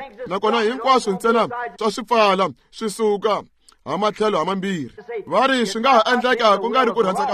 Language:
Tsonga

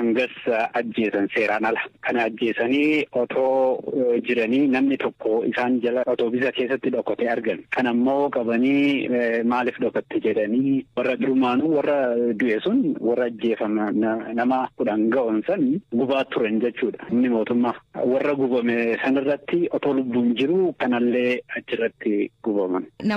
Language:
Oromo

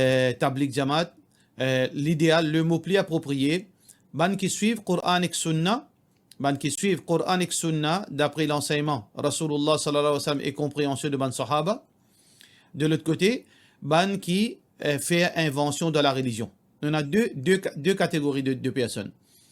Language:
Morisyen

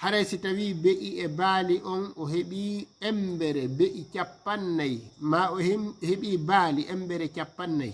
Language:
Fula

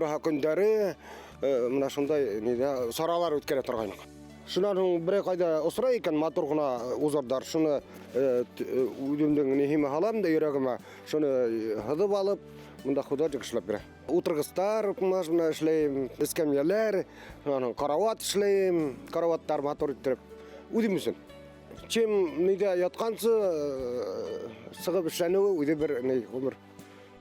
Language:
Bashkir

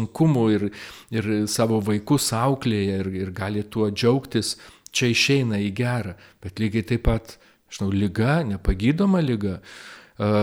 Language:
Lithuanian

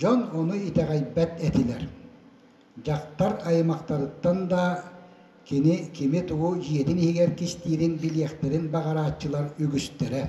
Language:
Yakut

